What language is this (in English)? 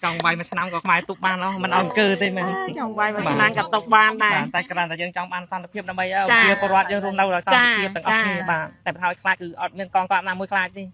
Khmer